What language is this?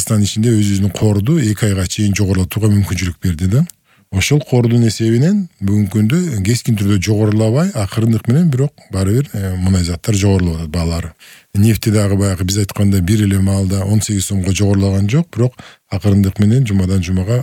Kyrgyz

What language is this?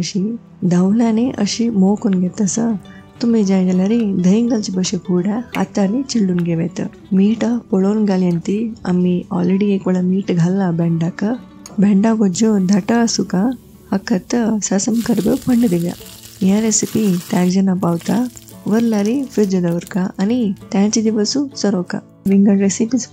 Konkani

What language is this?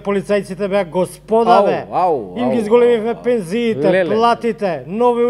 Macedonian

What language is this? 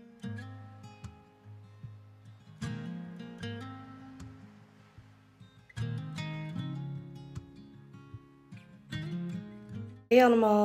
Dutch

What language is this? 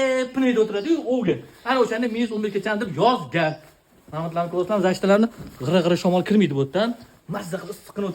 Uzbek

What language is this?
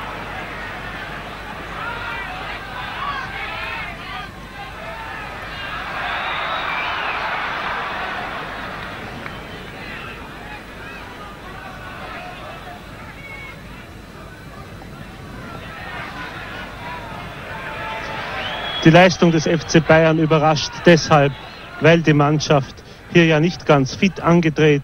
German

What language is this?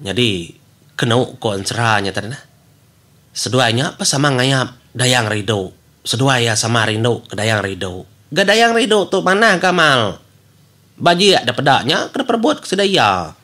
Iban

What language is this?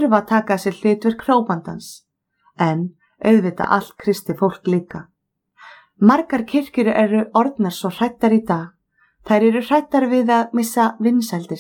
Icelandic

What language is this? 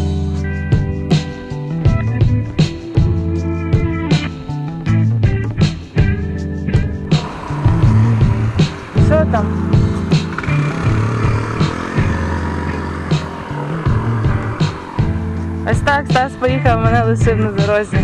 Ukrainian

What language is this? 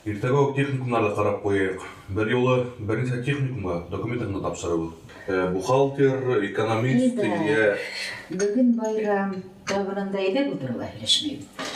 Bashkir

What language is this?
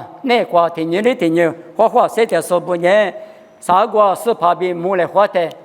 Lisu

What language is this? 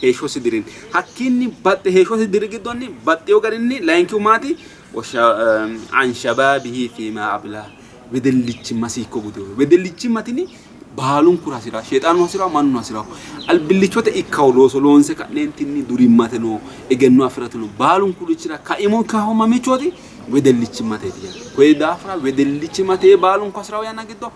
Sidamo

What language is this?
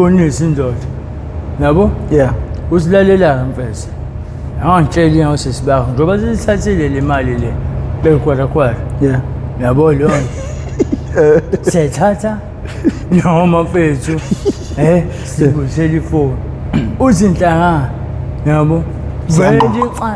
Zulu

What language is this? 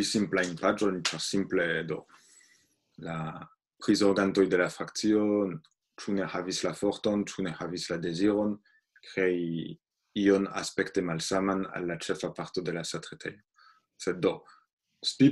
Esperanto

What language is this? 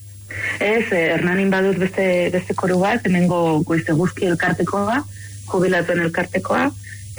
Basque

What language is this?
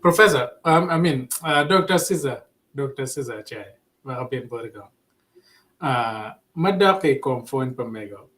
Acoli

